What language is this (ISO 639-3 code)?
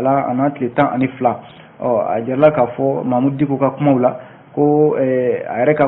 bam